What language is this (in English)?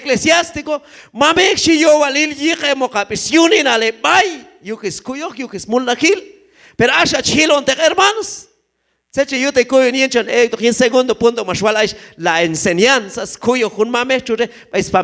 Q'anjob'al